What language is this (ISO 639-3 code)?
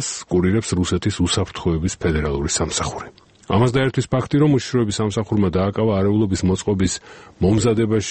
kat